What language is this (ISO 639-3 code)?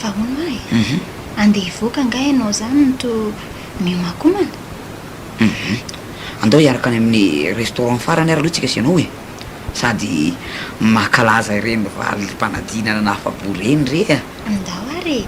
mlg